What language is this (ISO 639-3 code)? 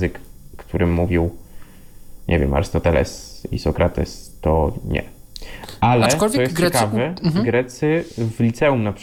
pol